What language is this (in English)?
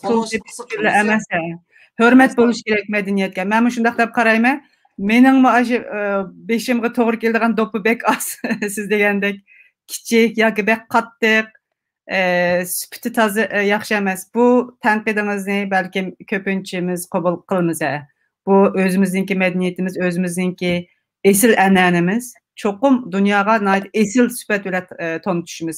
Uyghur